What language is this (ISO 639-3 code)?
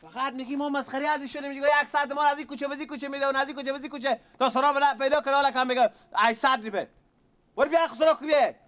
fas